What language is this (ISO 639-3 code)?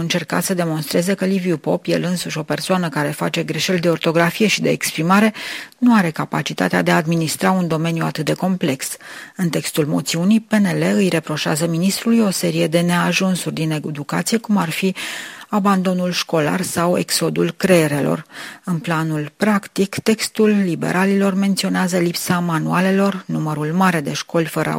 ron